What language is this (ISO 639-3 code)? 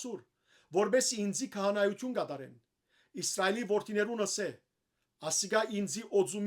hyw